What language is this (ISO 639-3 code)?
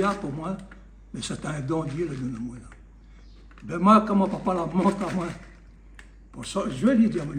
rcf